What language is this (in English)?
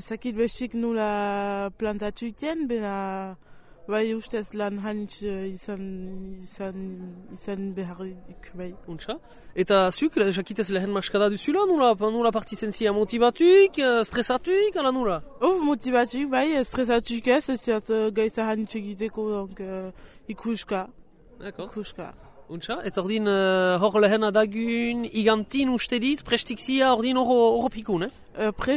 Basque